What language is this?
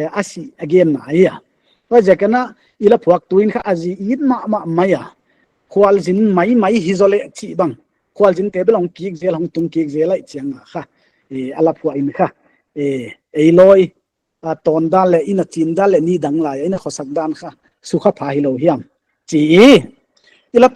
Paite Chin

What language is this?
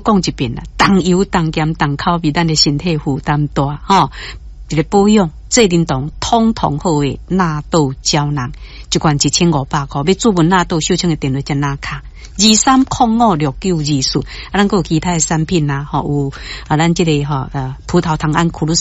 Min Nan Chinese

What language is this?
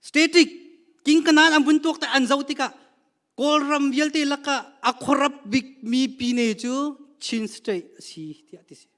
Hakha Chin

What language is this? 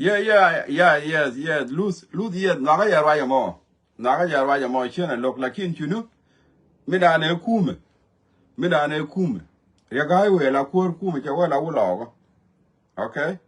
Nuer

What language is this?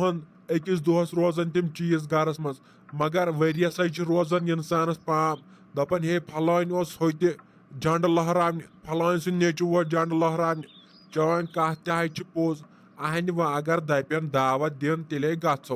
Kashmiri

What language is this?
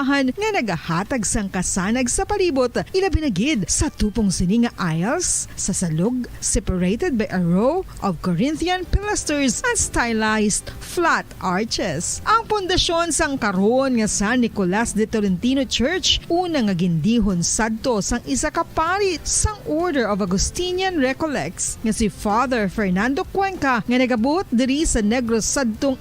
Hiligaynon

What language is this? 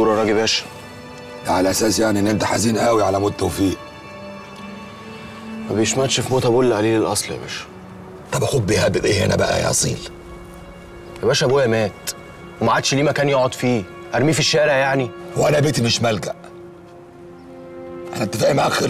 Egyptian Arabic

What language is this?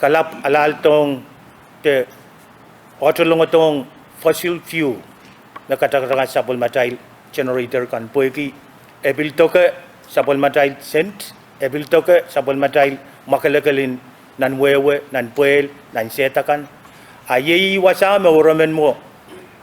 Pohnpeian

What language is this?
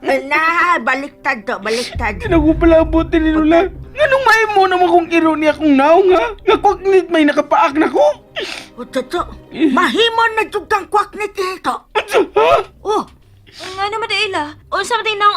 Cebuano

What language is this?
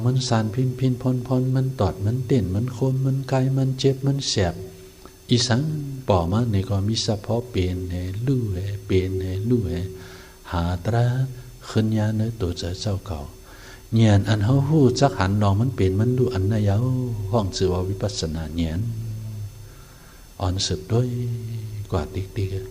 Shan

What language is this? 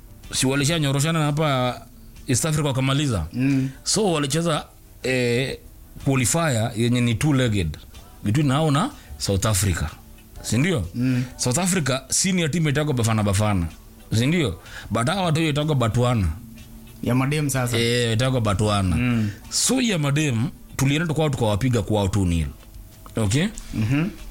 Swahili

